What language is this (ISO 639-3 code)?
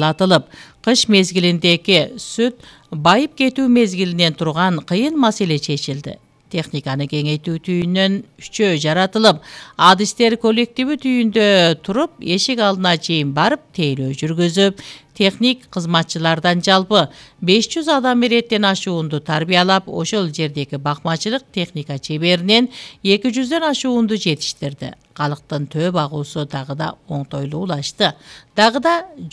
kir